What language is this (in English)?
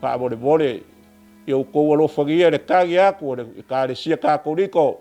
Samoan